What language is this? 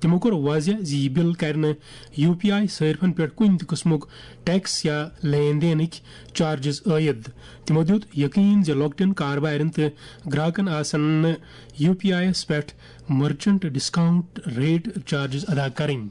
Kashmiri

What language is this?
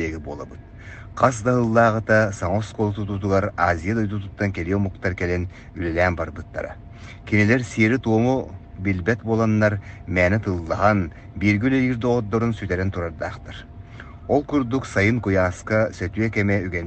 Yakut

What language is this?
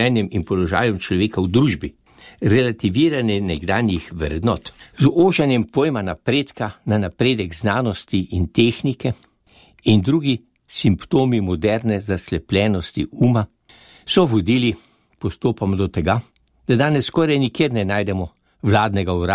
Slovenian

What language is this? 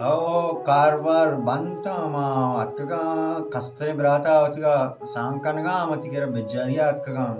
Baluchi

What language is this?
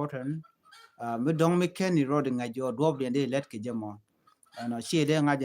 Nuer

